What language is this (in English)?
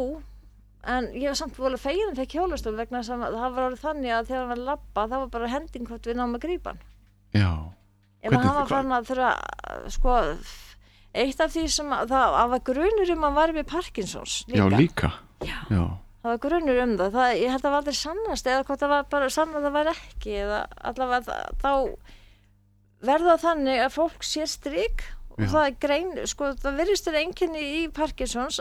Icelandic